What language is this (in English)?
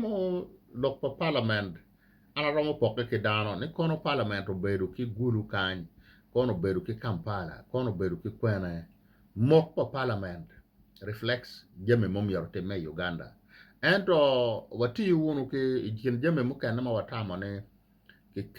Acoli